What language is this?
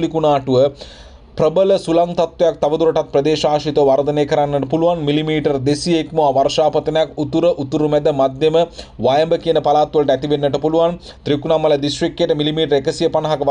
Sinhala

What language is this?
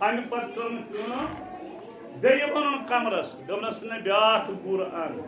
Kashmiri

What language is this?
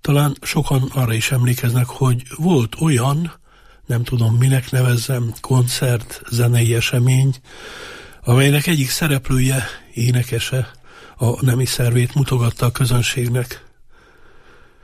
Hungarian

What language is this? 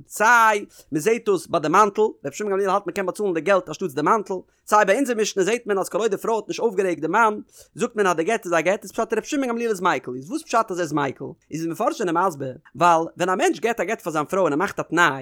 Yiddish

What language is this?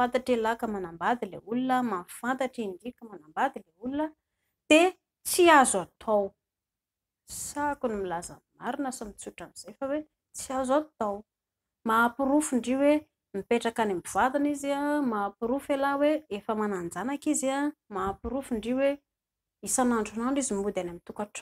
Malagasy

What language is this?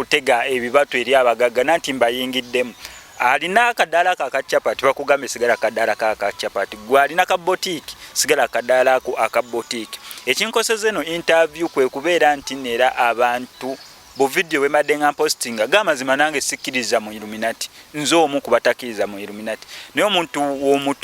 Ganda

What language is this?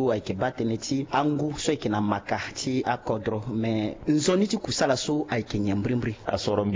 Sango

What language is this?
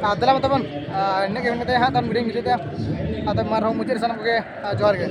Santali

